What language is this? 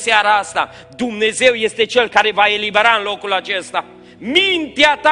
Romanian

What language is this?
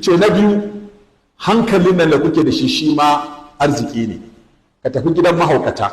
Hausa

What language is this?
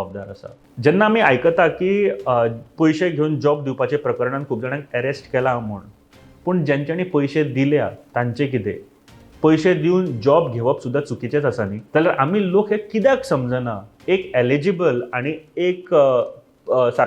Konkani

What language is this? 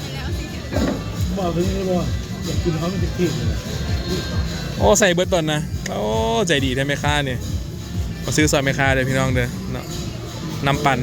Lao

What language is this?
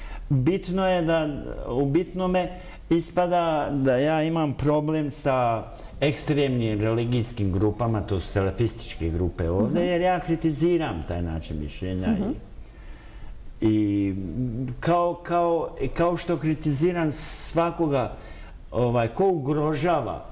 Bosnian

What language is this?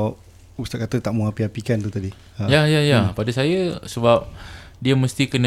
Malay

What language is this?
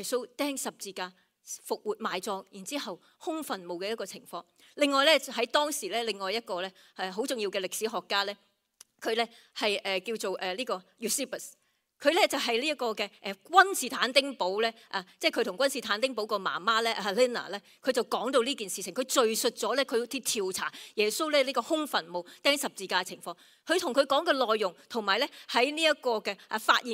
Cantonese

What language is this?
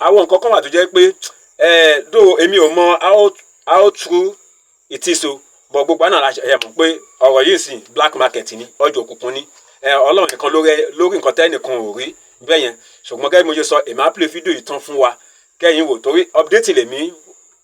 Yoruba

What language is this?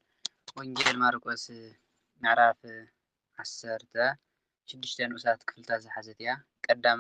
Tigrinya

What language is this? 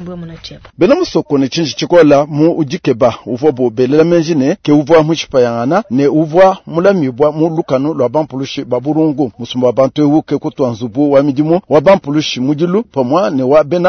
Luba-Lulua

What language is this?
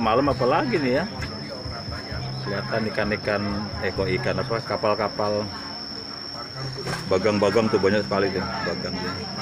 Indonesian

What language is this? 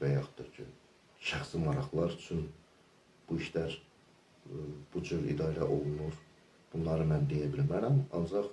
Azerbaijani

